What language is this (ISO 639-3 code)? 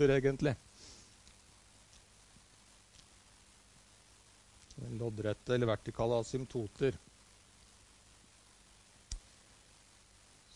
nor